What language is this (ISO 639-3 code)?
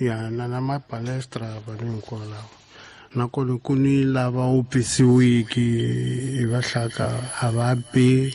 tso